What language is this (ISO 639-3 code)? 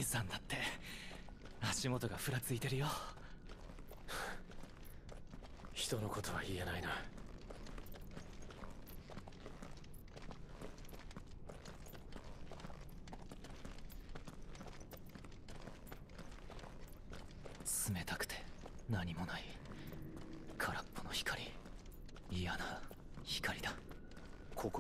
jpn